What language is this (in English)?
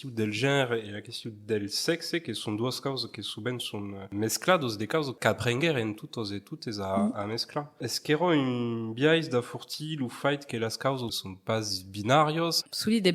Occitan